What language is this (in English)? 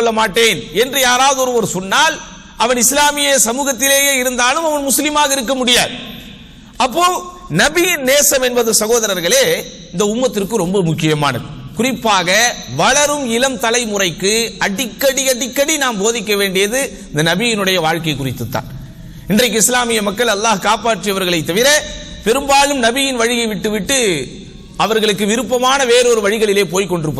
Tamil